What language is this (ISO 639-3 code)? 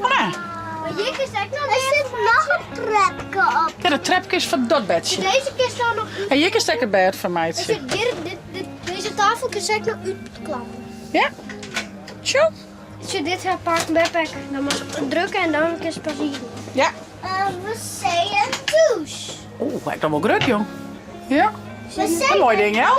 fry